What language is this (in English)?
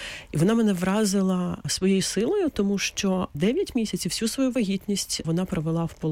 Ukrainian